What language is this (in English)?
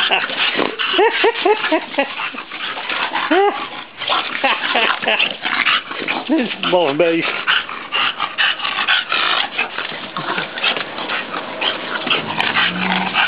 Dutch